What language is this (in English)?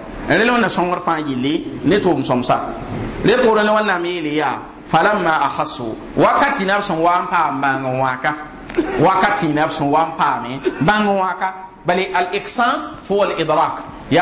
Mossi